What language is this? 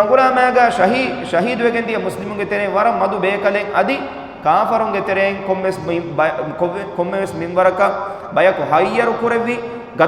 Divehi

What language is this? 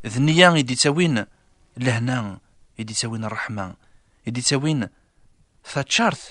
Kabyle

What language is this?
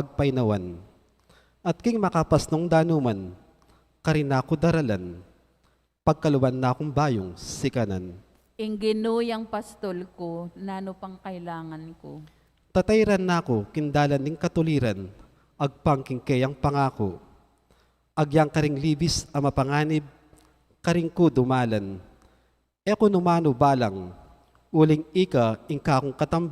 Pampanga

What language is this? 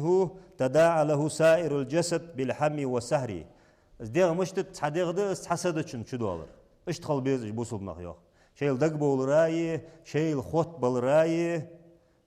Ingush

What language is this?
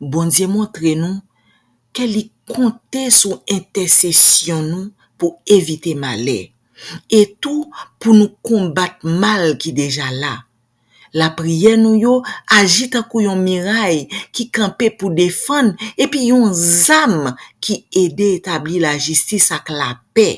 Haitian Creole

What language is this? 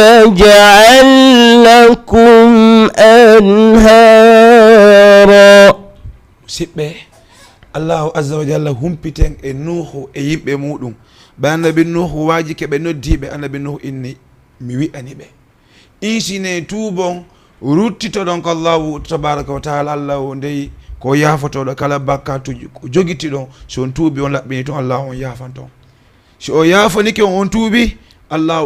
Fula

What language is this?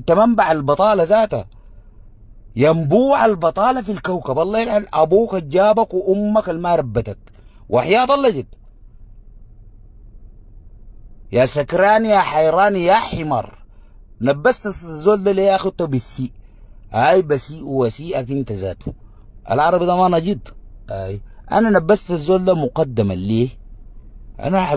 Sudanese Arabic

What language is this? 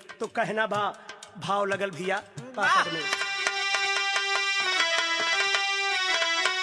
Bhojpuri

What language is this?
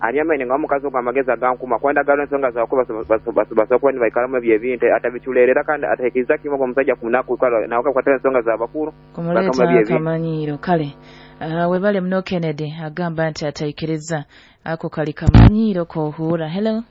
Nyoro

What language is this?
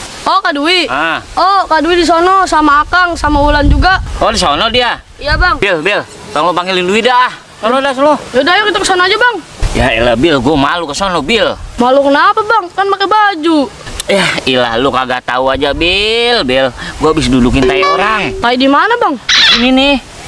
Betawi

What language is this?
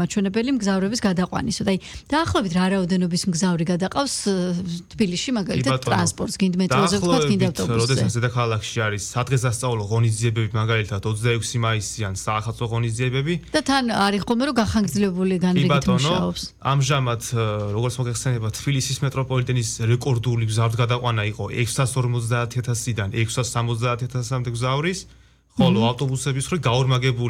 Georgian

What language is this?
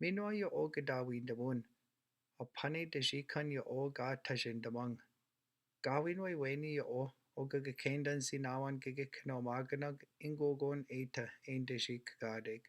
Chippewa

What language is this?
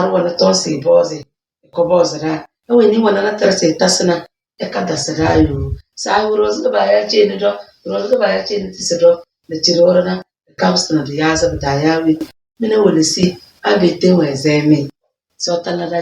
Tem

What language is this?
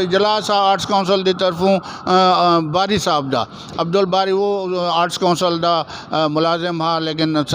Saraiki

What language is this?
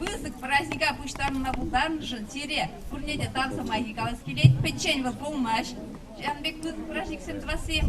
Chuvash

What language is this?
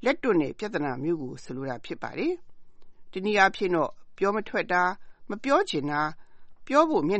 Burmese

